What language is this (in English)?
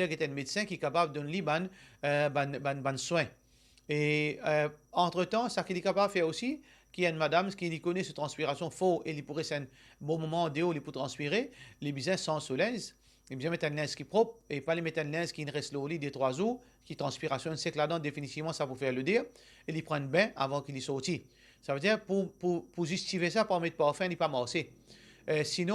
Morisyen